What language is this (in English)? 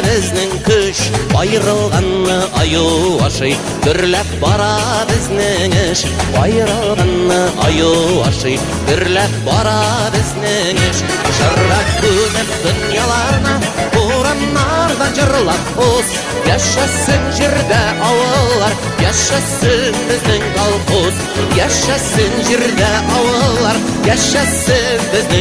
Bashkir